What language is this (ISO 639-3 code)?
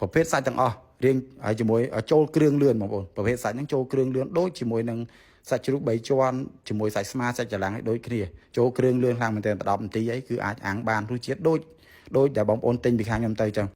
khm